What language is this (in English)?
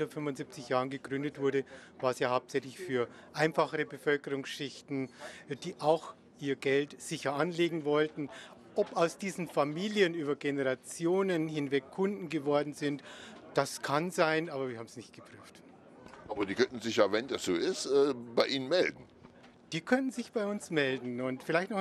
German